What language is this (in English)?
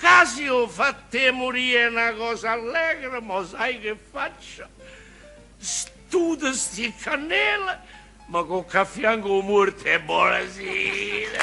Neapolitan